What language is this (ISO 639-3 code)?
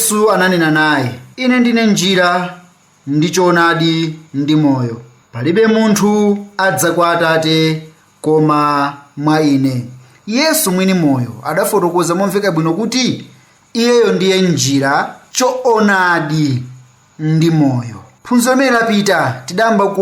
nya